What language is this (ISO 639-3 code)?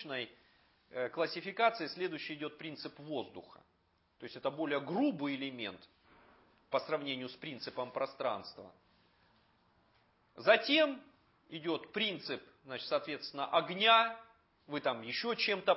rus